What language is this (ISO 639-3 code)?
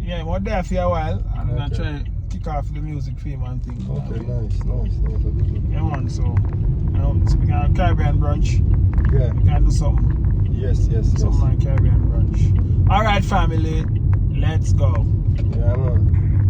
jam